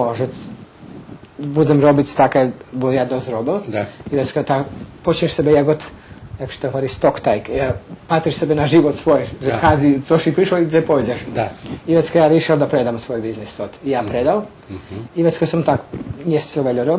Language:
Rusyn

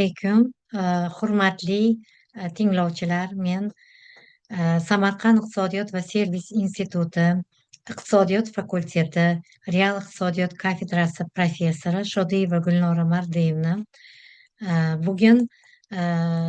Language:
Uzbek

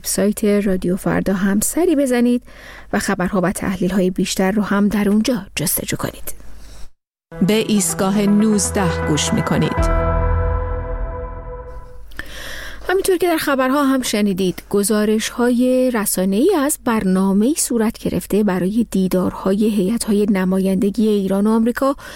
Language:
Persian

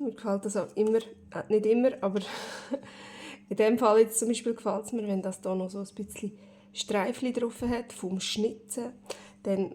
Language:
Swiss German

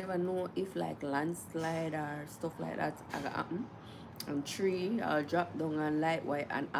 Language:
Jamaican Creole English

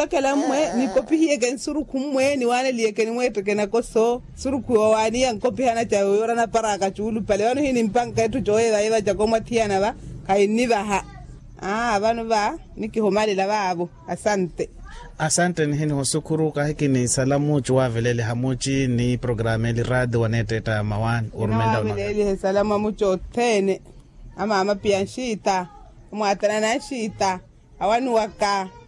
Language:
Makhuwa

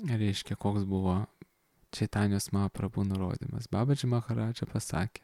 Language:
Lithuanian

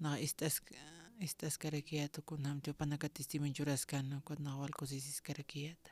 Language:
Aymara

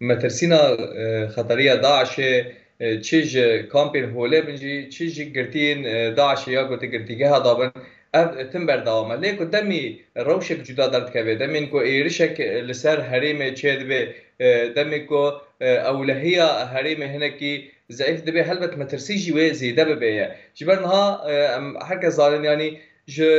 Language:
Kurdish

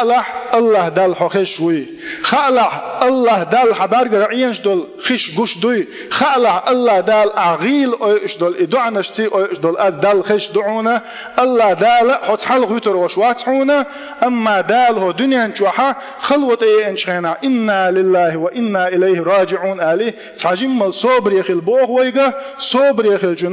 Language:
Chechen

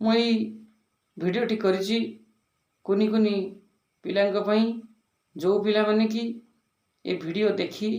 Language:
Odia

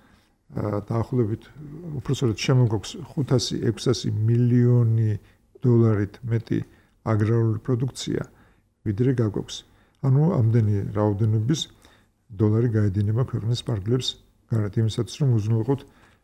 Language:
Georgian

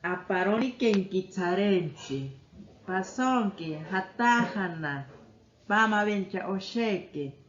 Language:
Asháninka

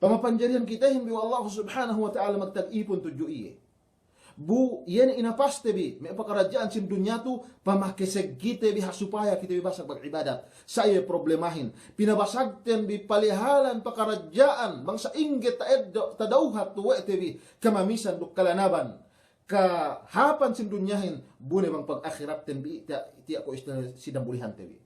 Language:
Yakan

